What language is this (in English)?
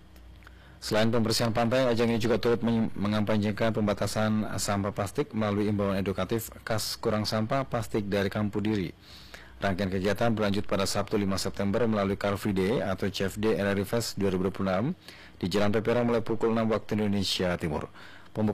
Indonesian